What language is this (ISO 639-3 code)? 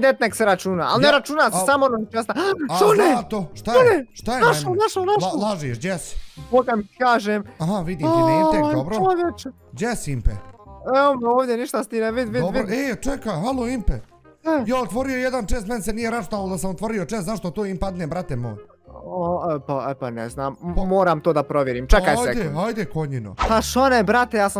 bos